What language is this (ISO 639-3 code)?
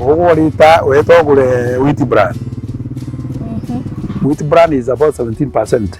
mer